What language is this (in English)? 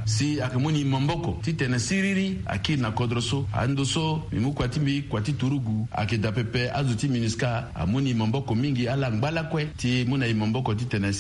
Sango